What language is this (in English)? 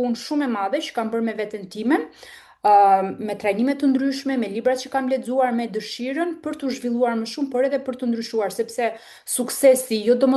Albanian